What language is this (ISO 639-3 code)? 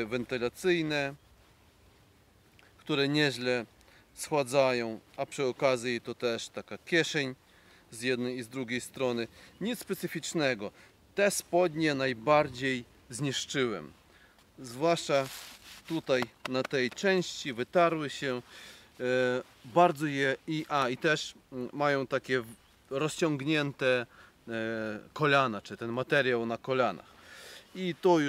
pol